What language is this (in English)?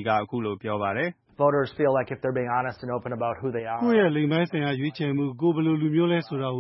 Burmese